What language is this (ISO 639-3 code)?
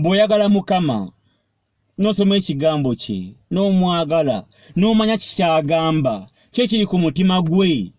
lug